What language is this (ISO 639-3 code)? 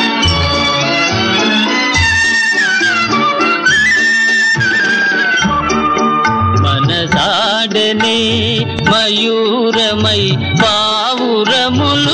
tel